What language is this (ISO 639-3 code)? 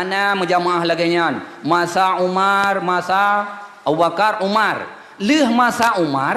ace